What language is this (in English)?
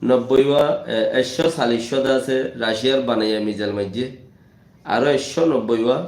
Rohingya